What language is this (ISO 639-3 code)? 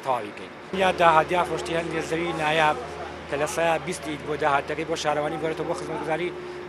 ckb